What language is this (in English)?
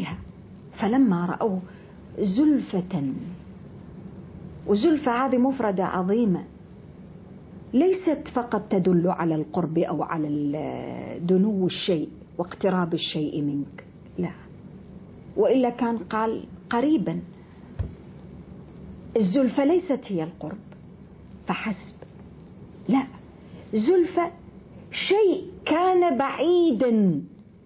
Arabic